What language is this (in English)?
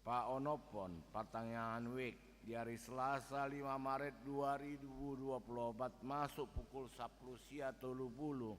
Batak Toba